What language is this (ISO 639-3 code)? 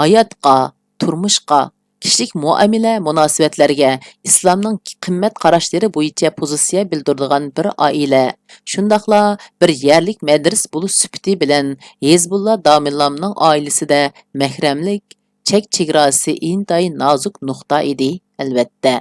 uig